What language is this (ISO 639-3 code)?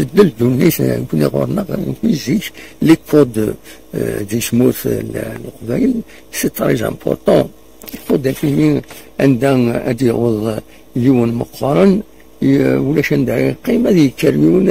kab